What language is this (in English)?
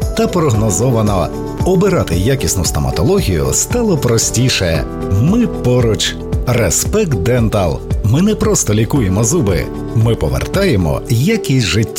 Ukrainian